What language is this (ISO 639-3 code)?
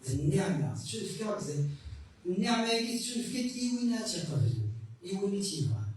kab